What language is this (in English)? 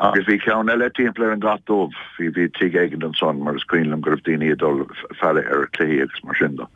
Irish